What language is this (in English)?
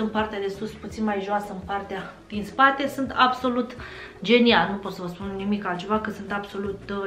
Romanian